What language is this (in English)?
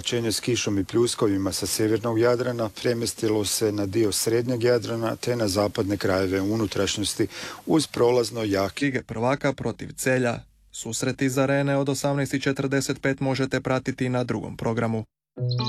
Croatian